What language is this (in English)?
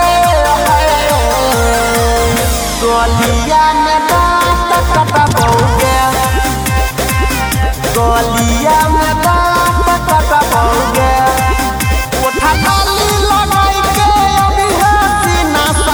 Bhojpuri